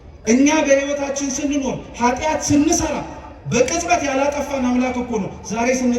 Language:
Amharic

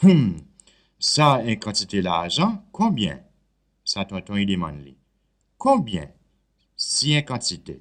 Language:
Seselwa Creole French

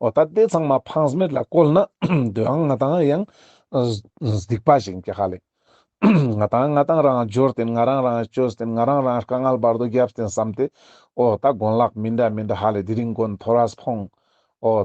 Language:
Ladakhi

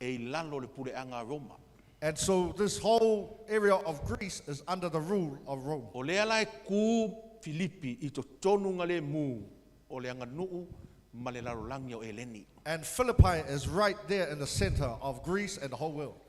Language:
Samoan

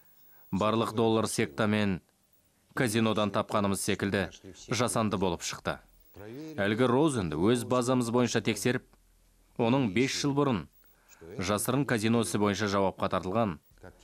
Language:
Kazakh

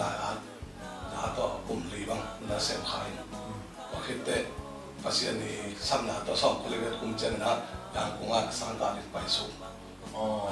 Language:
Tedim Chin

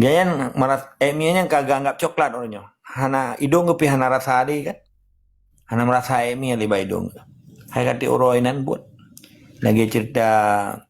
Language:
Achinese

